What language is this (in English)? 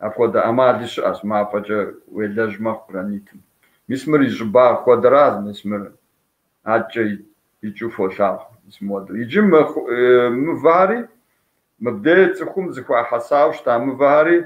Kabardian